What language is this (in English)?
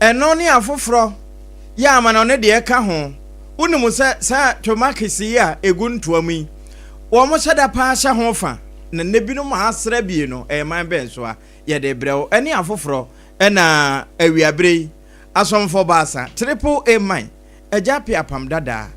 Akan